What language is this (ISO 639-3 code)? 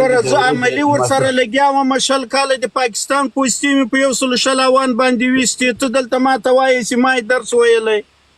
pus